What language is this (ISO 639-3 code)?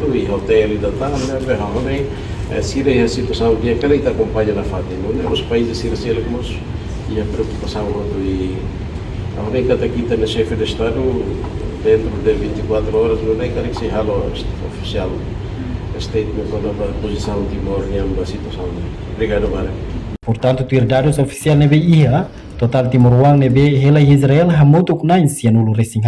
tet